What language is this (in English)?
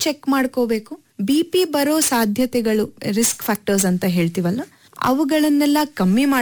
Kannada